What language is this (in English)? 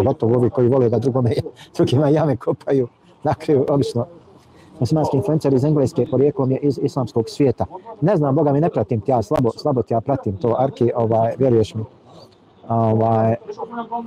Bosnian